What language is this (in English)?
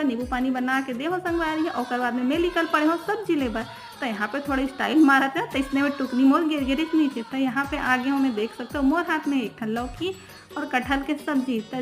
Chhattisgarhi